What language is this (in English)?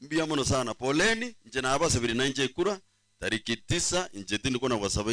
Gusii